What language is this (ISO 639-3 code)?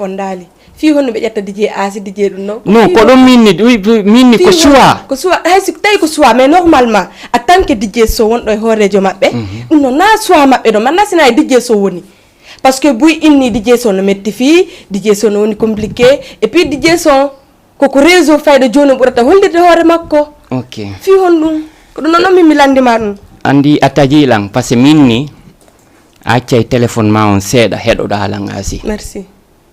ful